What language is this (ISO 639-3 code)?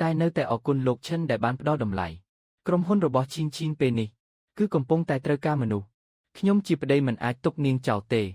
khm